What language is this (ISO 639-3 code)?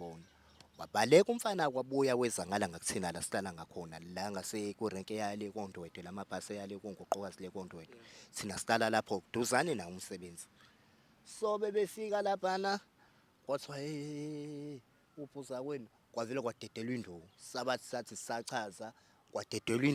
zul